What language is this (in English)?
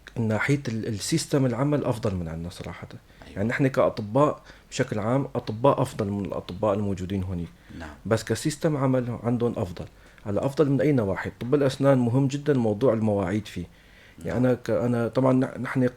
North Levantine Arabic